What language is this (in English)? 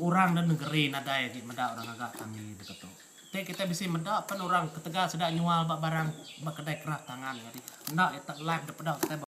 Iban